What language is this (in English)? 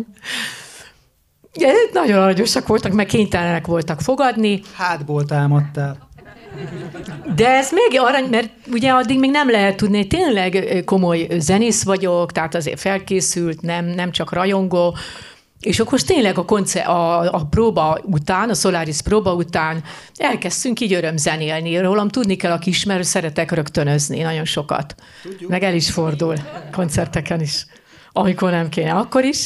Hungarian